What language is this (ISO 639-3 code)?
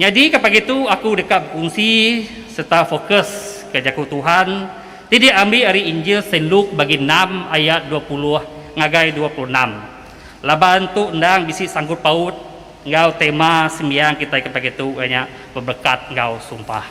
iba